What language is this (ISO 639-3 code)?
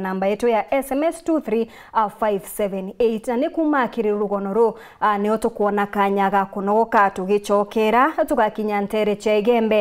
mer